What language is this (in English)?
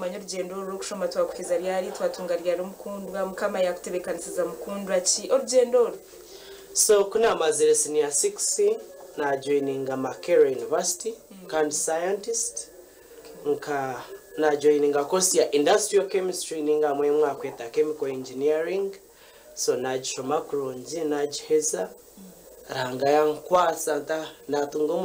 Nyankole